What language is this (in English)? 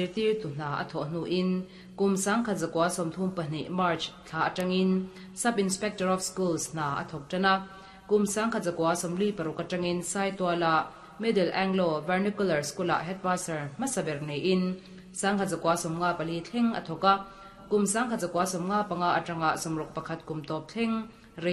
Mizo